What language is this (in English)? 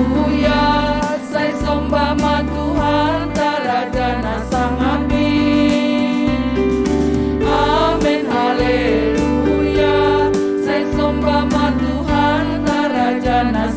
Batak Simalungun